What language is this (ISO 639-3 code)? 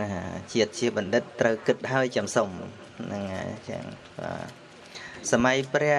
khm